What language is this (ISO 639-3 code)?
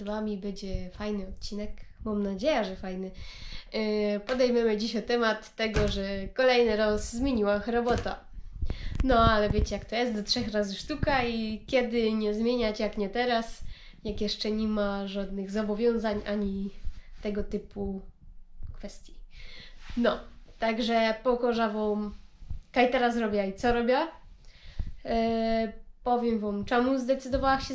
szl